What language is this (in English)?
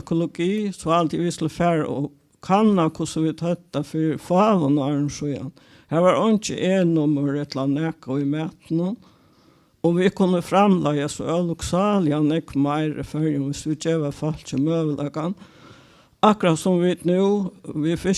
Faroese